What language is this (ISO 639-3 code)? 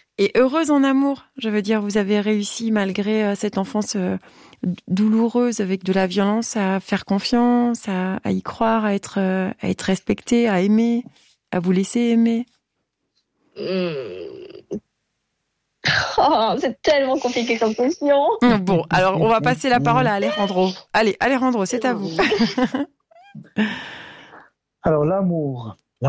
fra